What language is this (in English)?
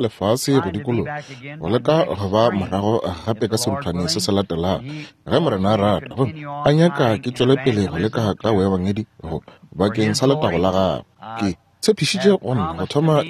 Northern Sotho